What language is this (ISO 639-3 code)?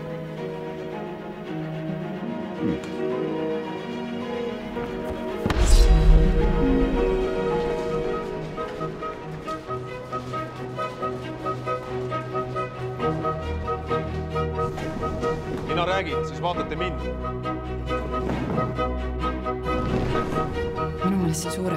est